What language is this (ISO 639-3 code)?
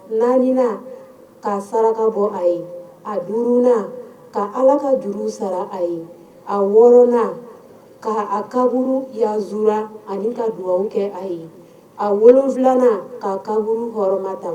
bam